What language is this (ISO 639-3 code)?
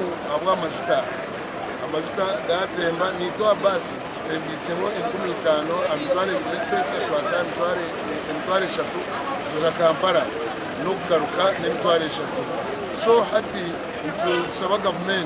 nyn